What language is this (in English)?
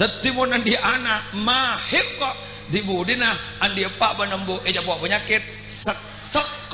Madurese